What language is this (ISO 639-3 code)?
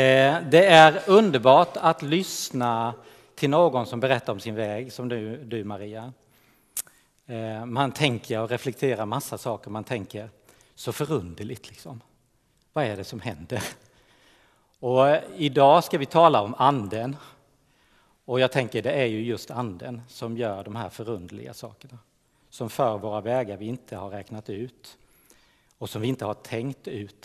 swe